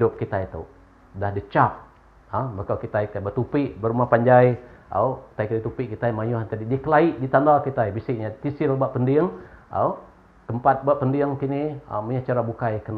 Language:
Iban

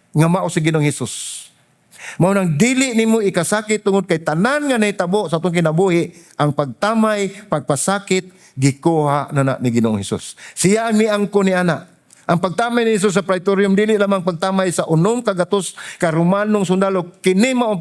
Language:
Cebuano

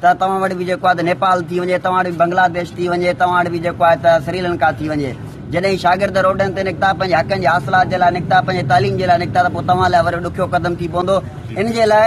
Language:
Sindhi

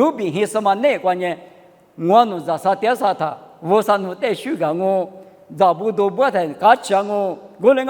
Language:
Lisu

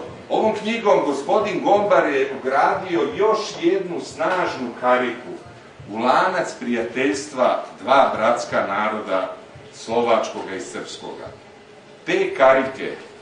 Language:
Serbian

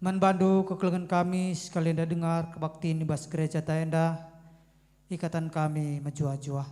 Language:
Batak Karo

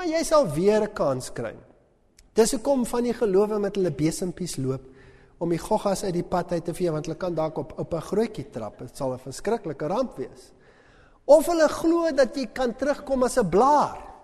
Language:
Afrikaans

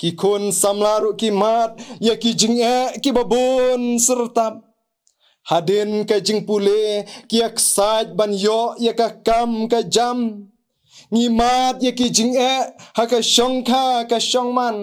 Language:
Khasi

